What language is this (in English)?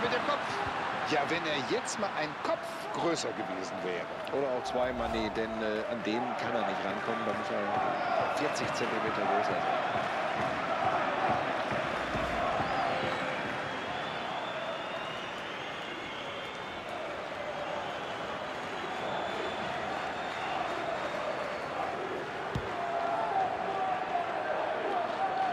German